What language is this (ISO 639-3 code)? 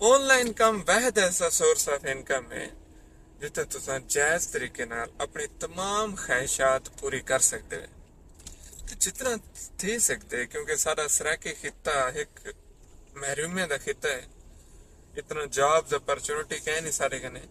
skr